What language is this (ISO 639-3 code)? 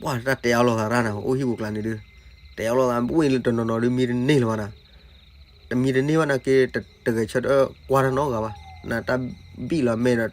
ksw